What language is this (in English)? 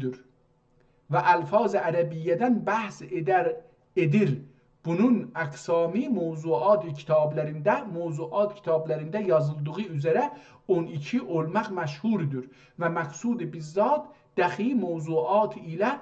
South Azerbaijani